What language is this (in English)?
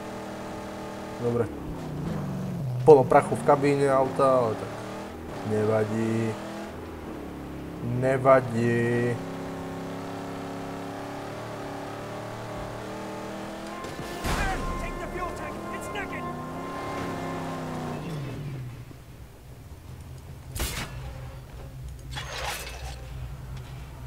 Slovak